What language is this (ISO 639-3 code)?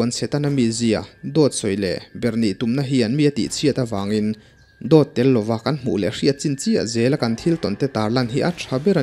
lus